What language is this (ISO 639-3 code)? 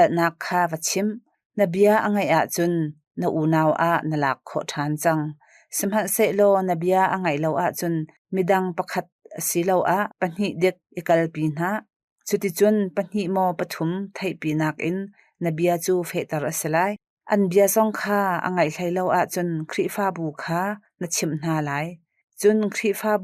cnh